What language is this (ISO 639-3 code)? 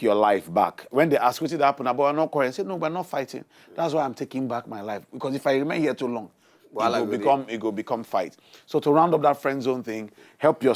pcm